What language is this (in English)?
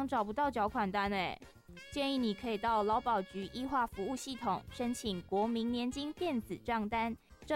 Chinese